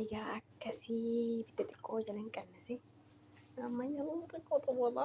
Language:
Oromo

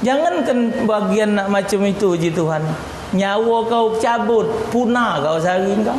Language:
Musi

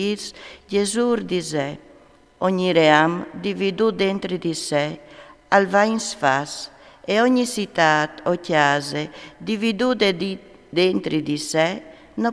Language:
Friulian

